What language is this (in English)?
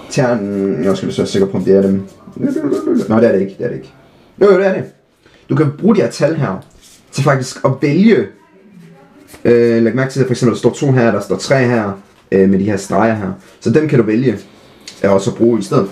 Danish